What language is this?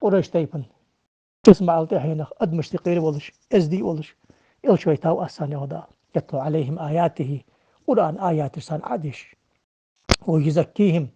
Ingush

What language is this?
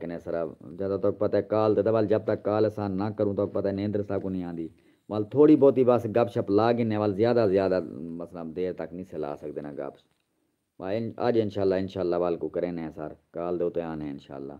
Saraiki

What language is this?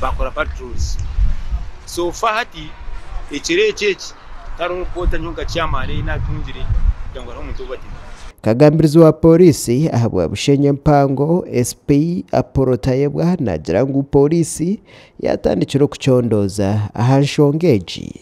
Nyankole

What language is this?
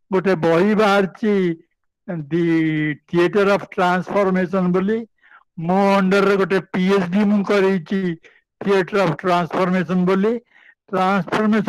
Odia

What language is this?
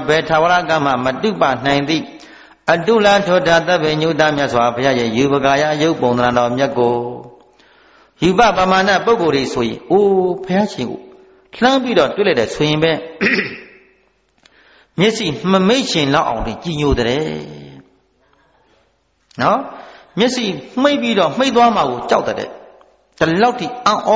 Burmese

